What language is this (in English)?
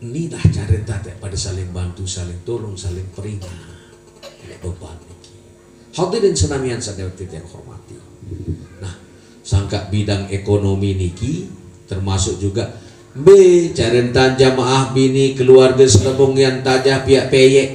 Sasak